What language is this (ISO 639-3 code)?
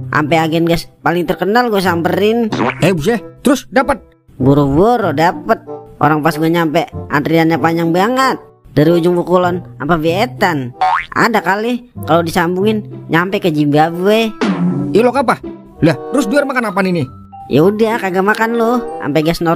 bew